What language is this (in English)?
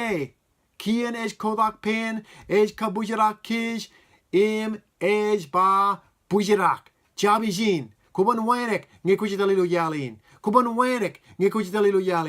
Marshallese